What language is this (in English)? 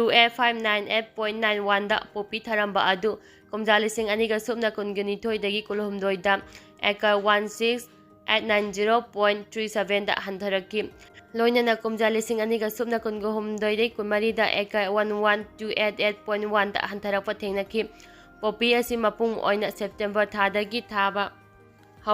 Manipuri